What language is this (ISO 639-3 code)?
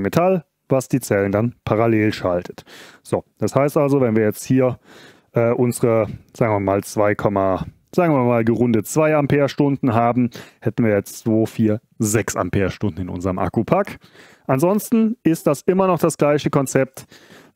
deu